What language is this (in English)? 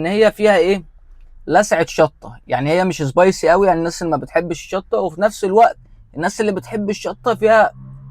Egyptian Arabic